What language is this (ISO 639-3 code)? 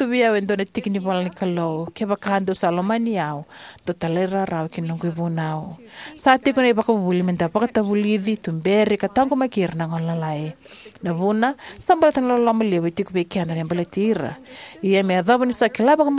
fij